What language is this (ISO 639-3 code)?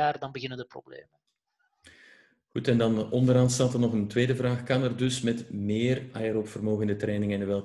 nld